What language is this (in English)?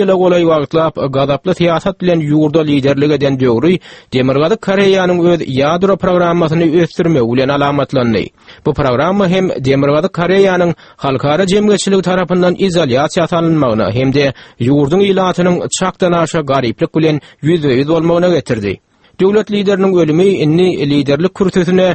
Turkmen